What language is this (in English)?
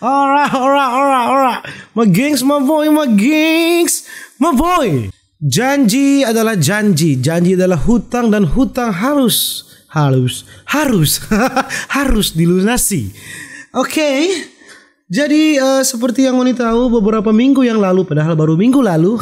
Manado Malay